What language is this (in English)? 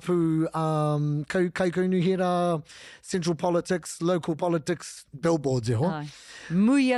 Māori